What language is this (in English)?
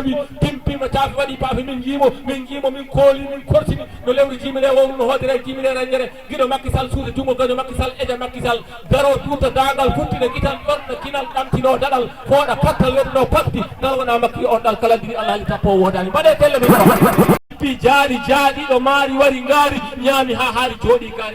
Fula